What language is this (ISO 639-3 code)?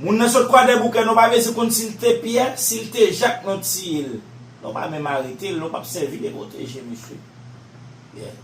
hat